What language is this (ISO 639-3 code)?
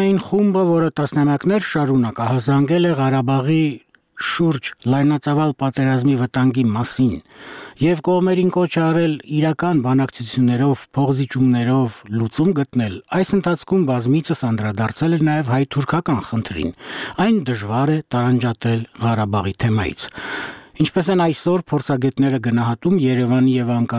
hye